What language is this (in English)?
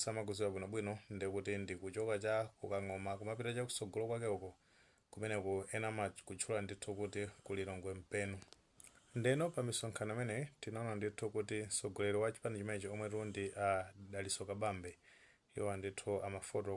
Nyanja